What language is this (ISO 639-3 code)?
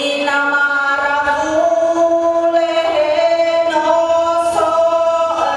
nia